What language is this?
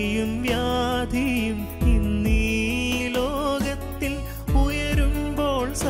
Malayalam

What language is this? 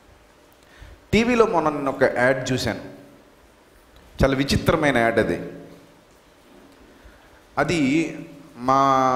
Telugu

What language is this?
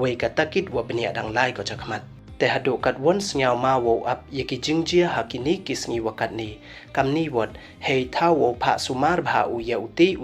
Pnar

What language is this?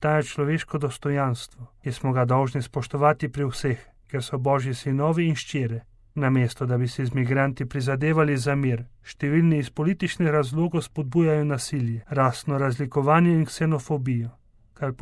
Slovenian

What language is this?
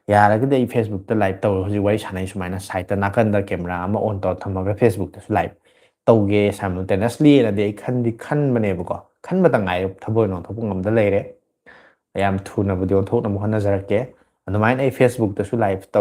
Manipuri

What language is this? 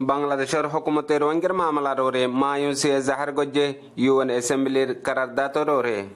Rohingya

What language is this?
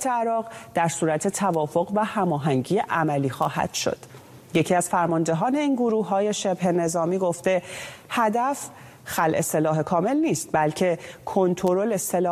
Persian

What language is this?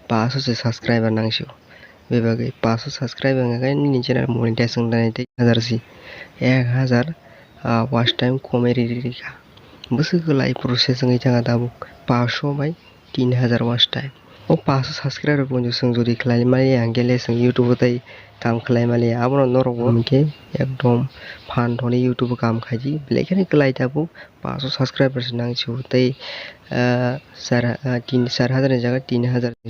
Kok Borok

